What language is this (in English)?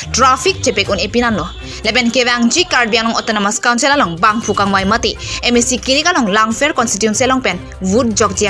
Karbi